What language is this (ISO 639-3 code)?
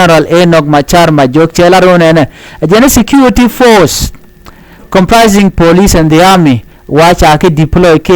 nus